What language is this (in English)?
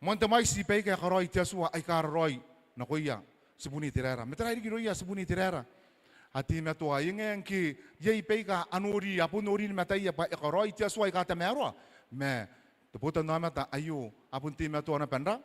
Gilbertese